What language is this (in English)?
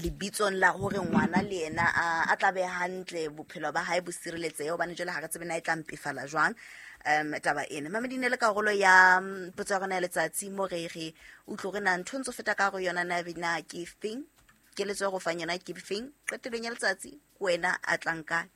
Southern Sotho